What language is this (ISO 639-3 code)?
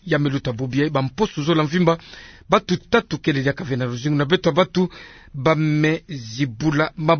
ktu